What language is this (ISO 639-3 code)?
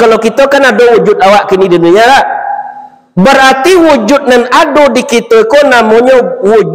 min